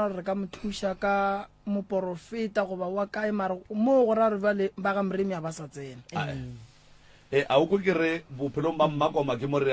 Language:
Northern Sotho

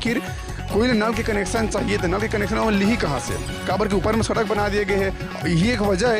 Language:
Chhattisgarhi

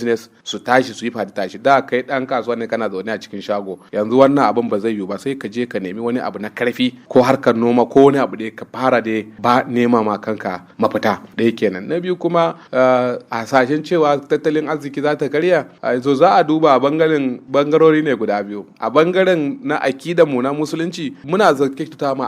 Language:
Hausa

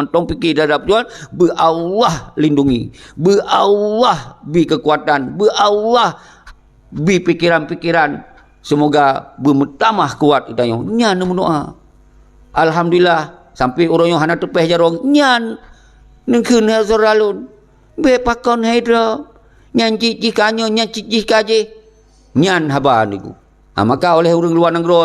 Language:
Achinese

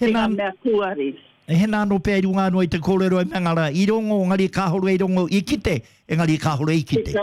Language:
Māori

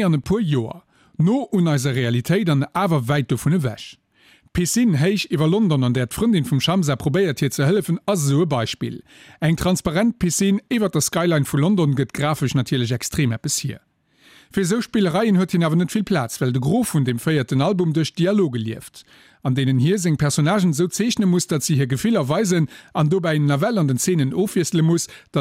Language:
Luxembourgish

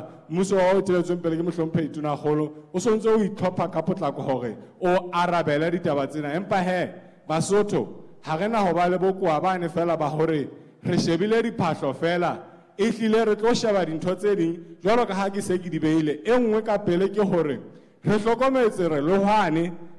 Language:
Southern Sotho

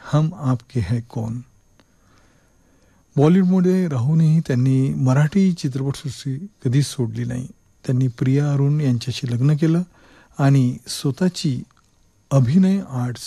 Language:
Marathi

